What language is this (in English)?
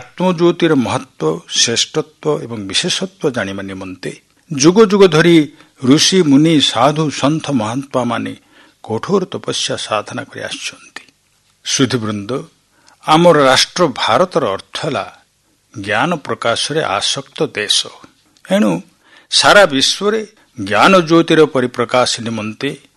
Odia